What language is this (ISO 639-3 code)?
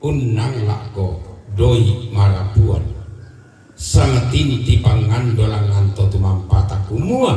sda